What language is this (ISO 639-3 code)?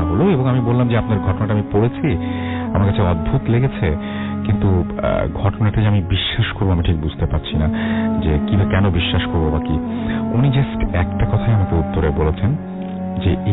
ben